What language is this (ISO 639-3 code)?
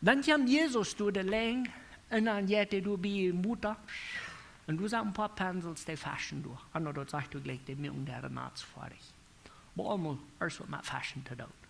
pdt